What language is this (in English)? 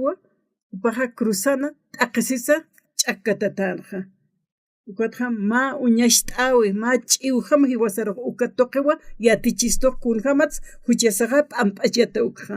Aymara